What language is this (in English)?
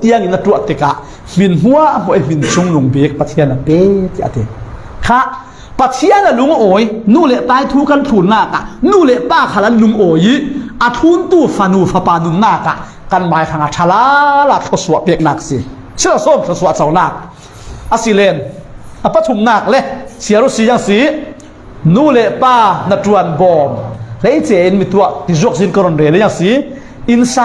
Falam Chin